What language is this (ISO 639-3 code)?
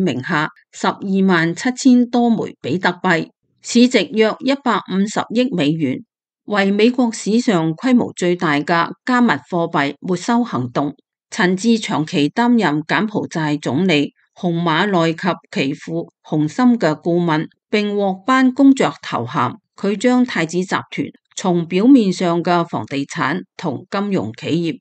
yue